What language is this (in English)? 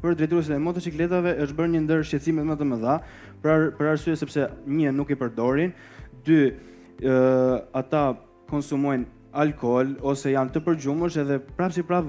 Albanian